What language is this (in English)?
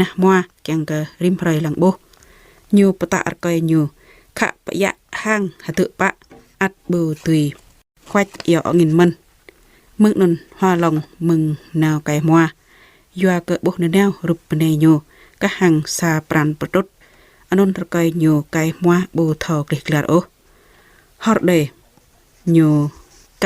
Jarai